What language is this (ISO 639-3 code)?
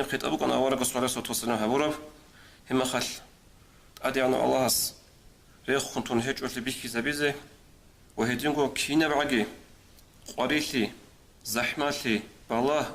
ava